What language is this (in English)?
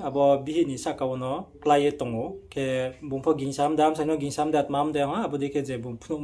Riang (India)